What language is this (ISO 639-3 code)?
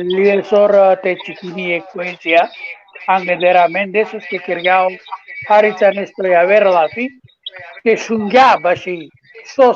rmn